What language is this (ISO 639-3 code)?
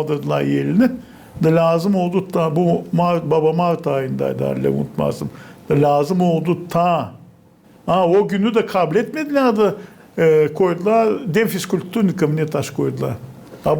gag